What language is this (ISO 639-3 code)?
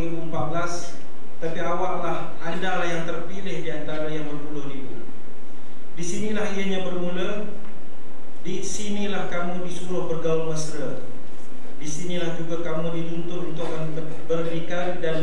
msa